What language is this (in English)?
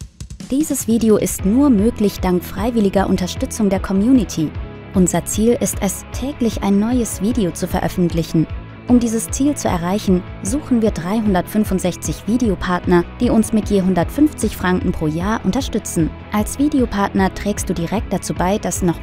Swiss German